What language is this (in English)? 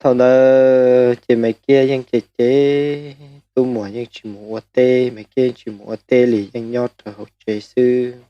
Hmong